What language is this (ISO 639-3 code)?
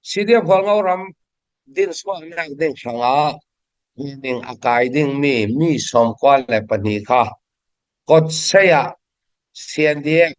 cfm